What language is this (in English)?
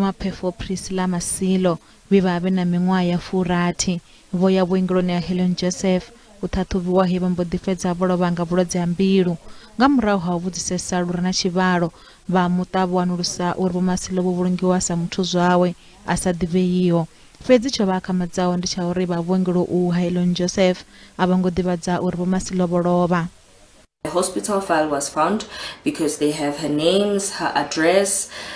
Venda